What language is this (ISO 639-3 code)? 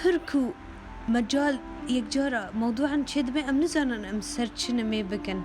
kur